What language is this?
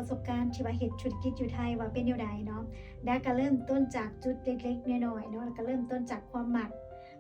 Lao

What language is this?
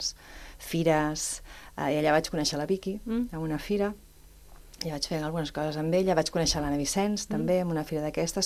Catalan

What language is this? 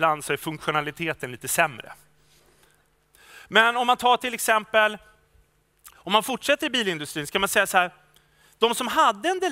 Swedish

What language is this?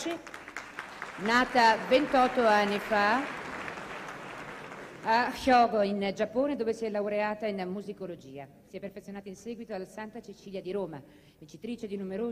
Italian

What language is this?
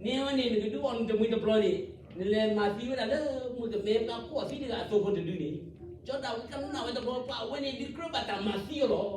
S'gaw Karen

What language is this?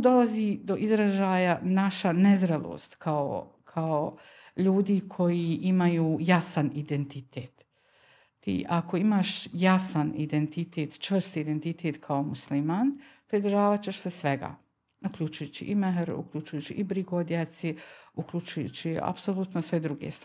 Bosnian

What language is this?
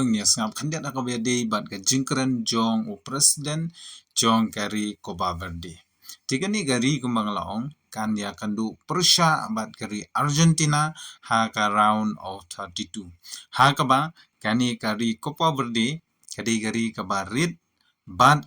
Khasi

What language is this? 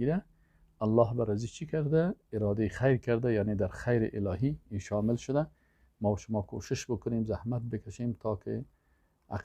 Persian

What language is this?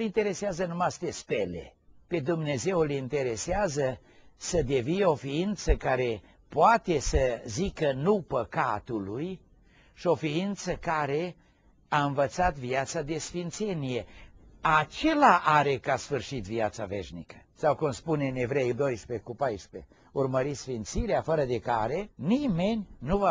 Romanian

